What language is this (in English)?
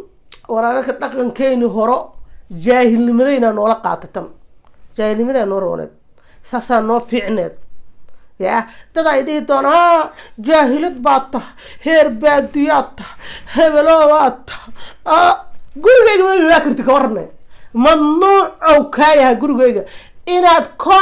Somali